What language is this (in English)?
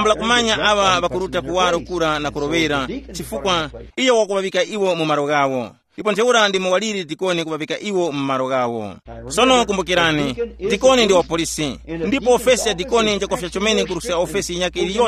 Tumbuka